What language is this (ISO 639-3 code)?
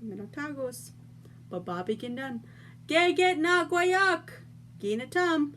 ciw